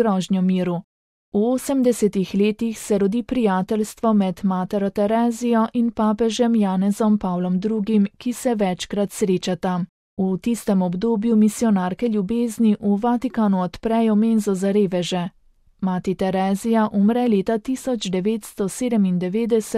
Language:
Slovenian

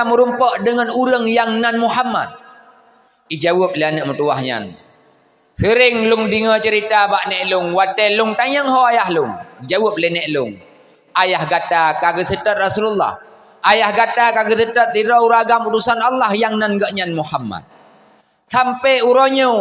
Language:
Achinese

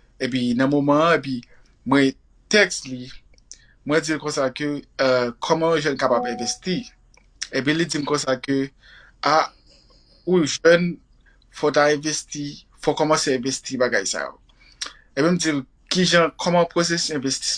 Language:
Haitian Creole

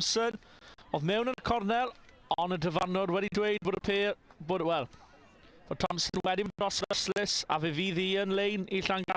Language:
Welsh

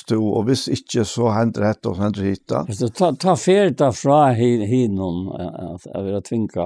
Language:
Faroese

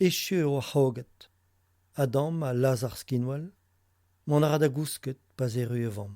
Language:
Breton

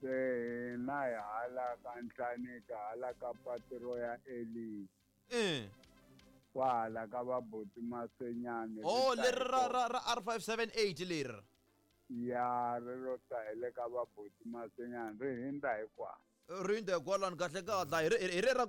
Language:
Tsonga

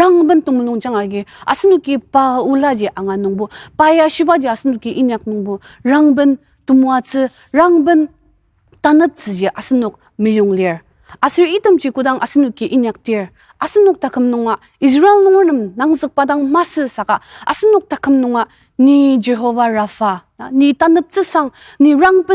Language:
Ao Naga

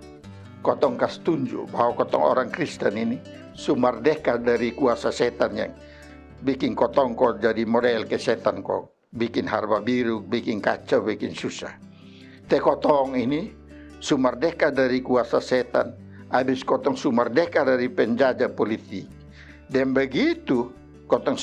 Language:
Kupang Malay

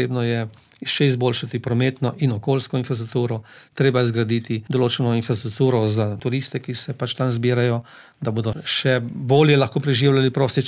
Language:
Slovenian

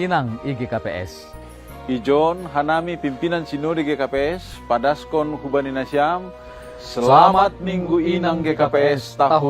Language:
Batak Simalungun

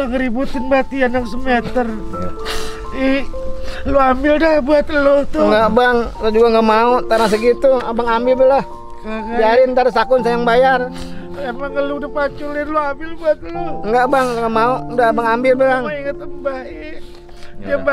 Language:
Betawi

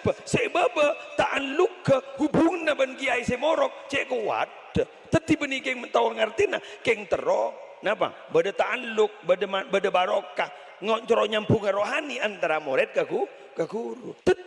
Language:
Madurese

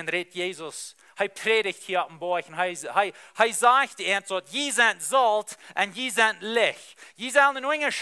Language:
Plautdietsch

